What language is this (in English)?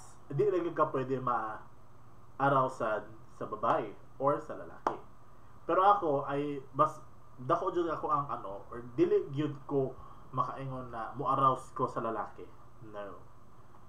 Cebuano